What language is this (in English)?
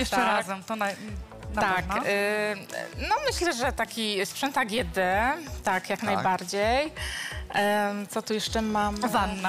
Polish